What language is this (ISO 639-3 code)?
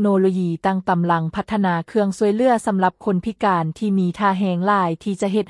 lao